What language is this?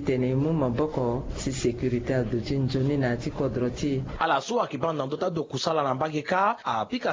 Sango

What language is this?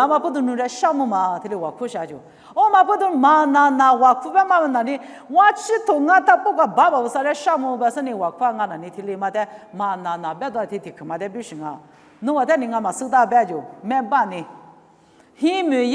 Lisu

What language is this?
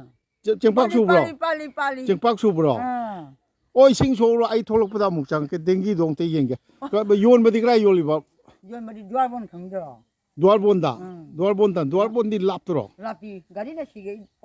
Manipuri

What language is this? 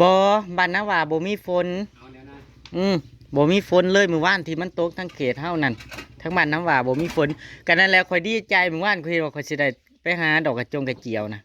Northeastern Thai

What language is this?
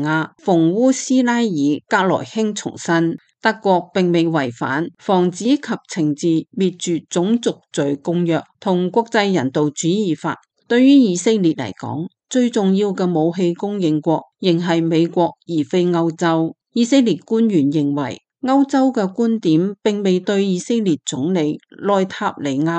Cantonese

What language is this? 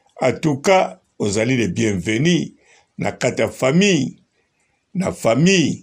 Lingala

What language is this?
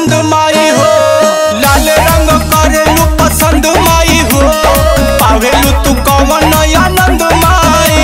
Bhojpuri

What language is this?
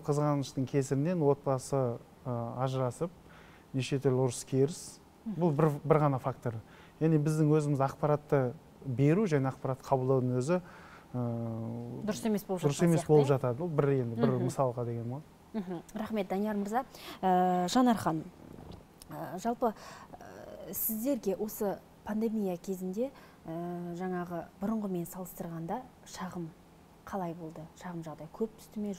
Kazakh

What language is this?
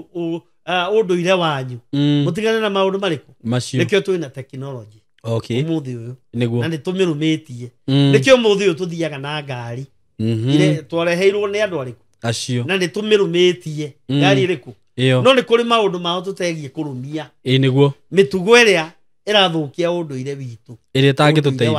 Kikuyu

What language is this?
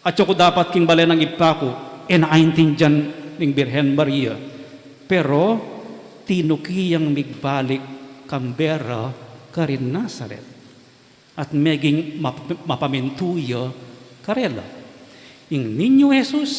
Pampanga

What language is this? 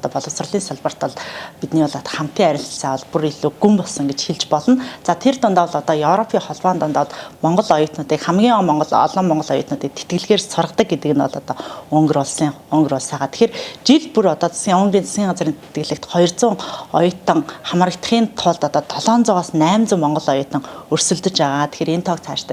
Mongolian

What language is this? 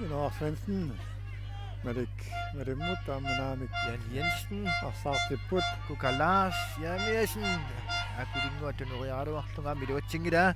Kalaallisut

